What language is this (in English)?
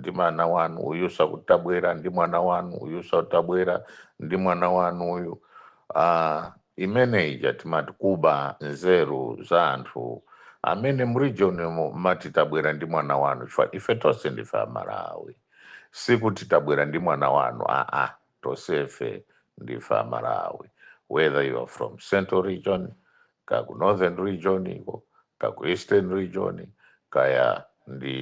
Nyanja